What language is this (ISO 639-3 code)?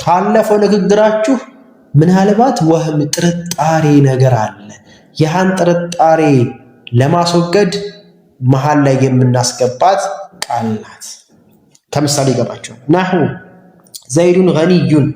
amh